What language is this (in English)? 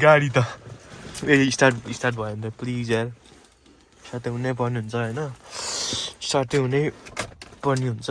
Nepali